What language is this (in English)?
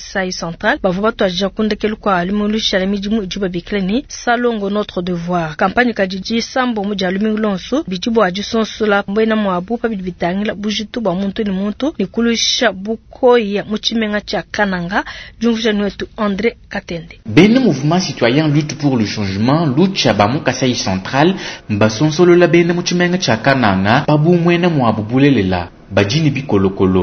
Luba-Lulua